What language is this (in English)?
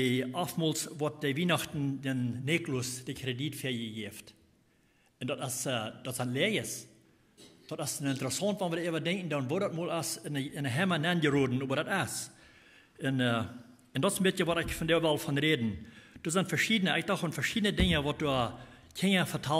Plautdietsch